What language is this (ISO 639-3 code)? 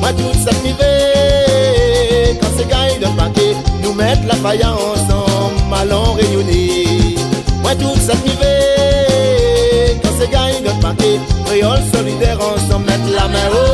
rcf